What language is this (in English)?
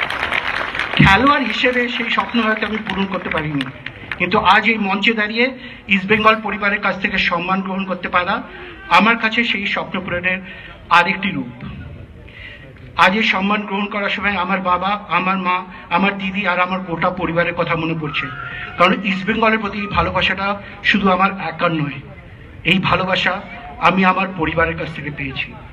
Bangla